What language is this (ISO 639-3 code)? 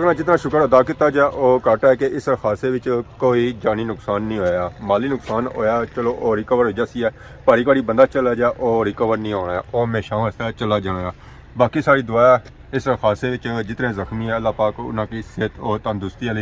phr